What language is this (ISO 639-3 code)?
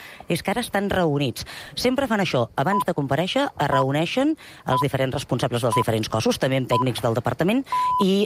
cat